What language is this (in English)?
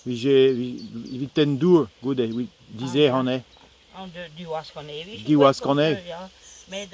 Breton